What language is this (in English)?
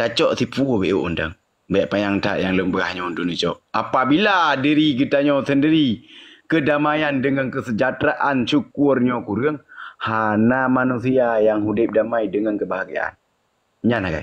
Achinese